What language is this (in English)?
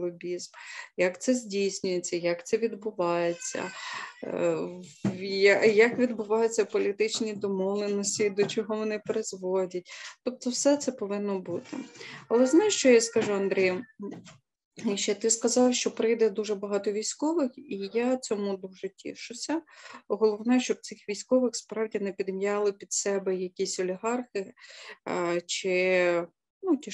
Ukrainian